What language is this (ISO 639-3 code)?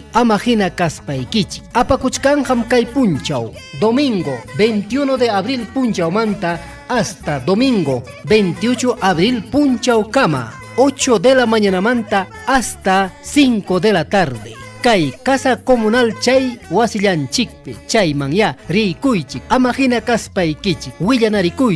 quy